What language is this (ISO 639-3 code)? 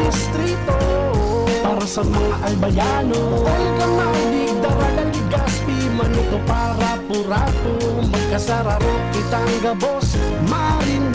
bik